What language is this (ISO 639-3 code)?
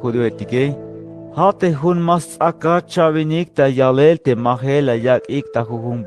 tzh